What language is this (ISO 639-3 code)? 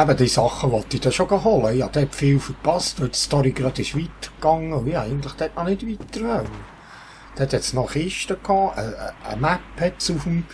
gsw